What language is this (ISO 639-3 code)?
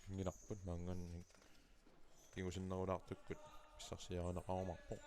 kal